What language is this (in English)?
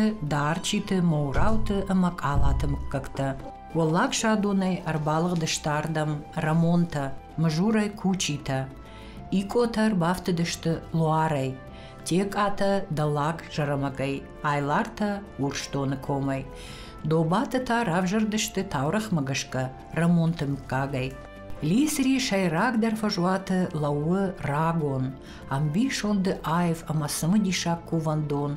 Ossetic